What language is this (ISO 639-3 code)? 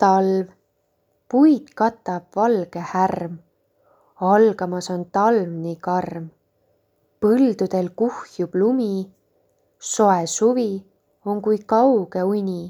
est